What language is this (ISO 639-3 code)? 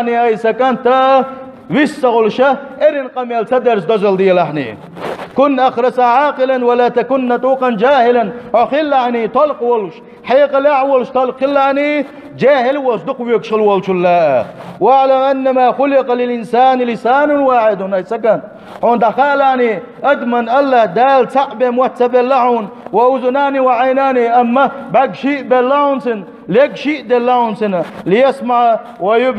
che